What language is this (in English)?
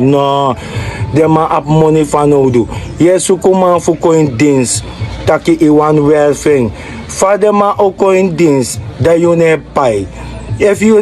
Sranan Tongo